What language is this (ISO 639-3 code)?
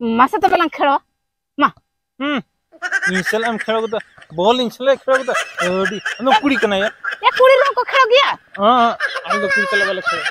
sat